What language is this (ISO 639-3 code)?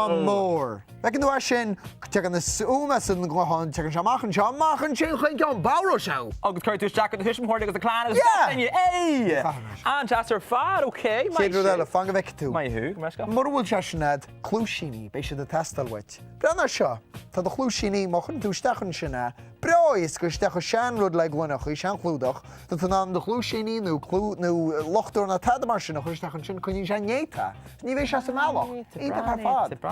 gle